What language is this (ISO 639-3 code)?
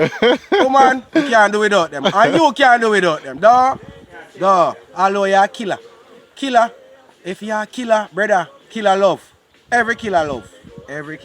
jam